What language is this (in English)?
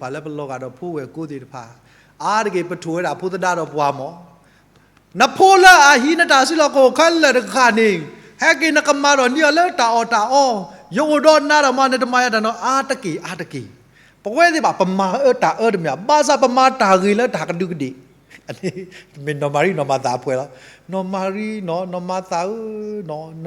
S'gaw Karen